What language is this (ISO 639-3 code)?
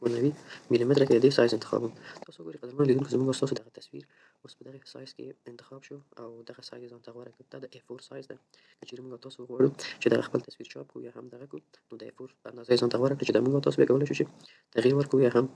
pus